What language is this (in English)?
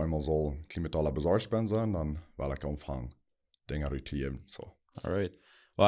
Plautdietsch